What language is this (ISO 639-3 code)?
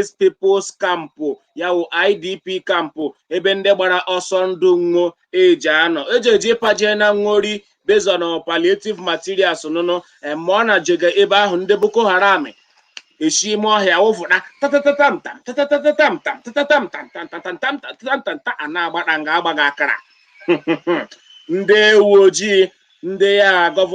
ibo